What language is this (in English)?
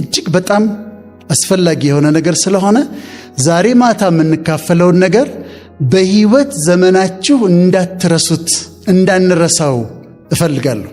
Amharic